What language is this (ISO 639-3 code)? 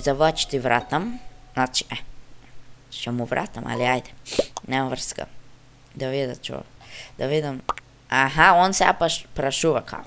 mkd